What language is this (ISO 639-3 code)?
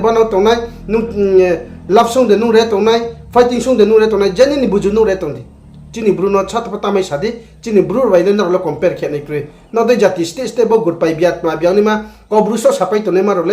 ria